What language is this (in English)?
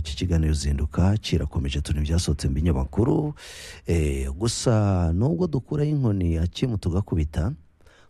Kinyarwanda